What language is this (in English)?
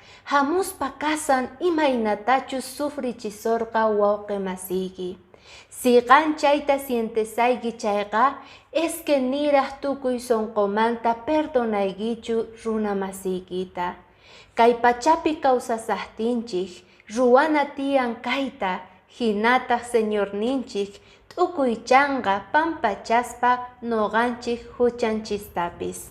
Quechua